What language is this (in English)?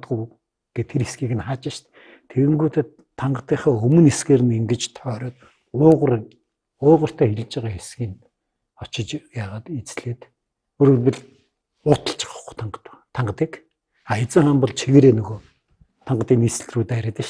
Mongolian